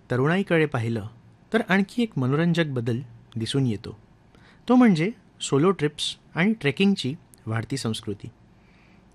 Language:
Marathi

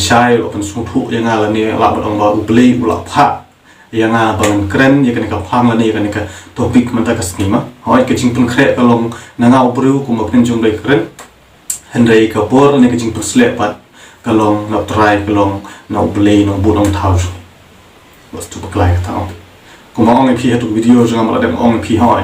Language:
Khasi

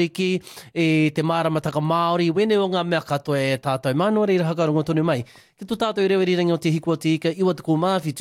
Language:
Māori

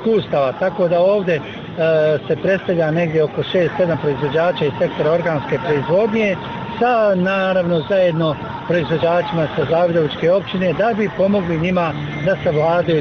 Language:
Bosnian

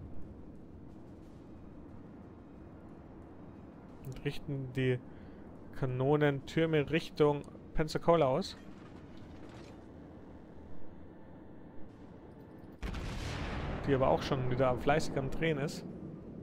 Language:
German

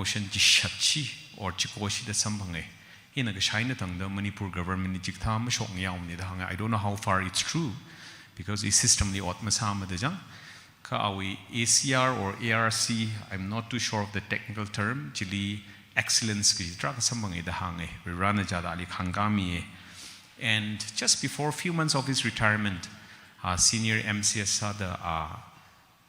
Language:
Tangkhul Naga (India)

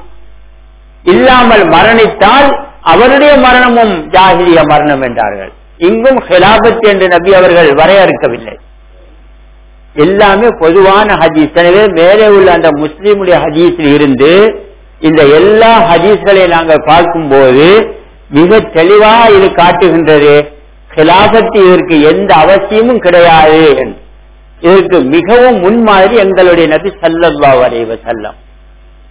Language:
Tamil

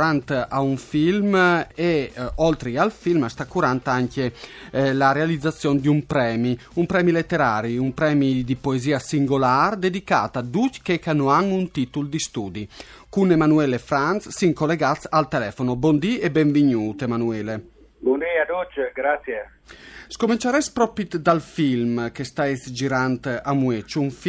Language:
Friulian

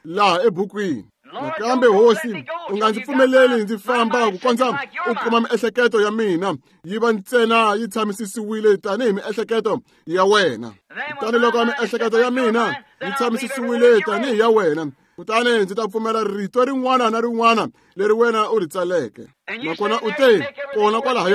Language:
Tsonga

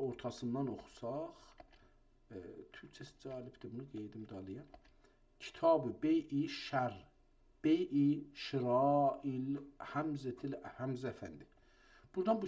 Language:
South Azerbaijani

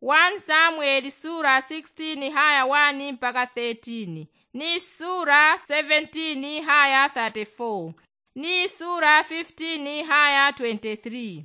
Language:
Yao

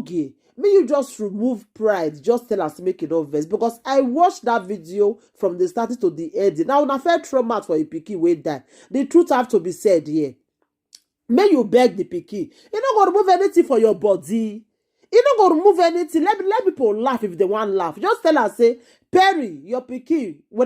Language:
Nigerian Pidgin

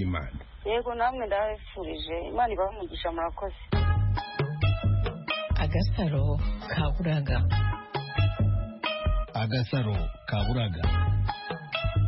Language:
Kinyarwanda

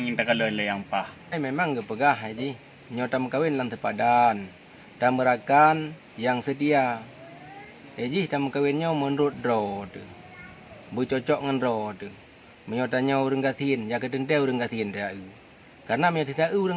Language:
Achinese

